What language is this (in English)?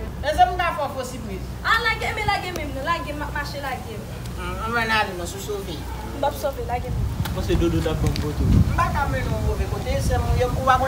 Haitian Creole